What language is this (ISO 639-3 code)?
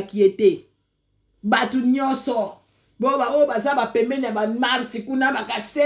lin